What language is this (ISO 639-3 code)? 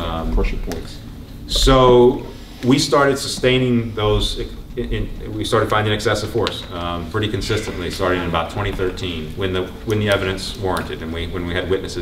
eng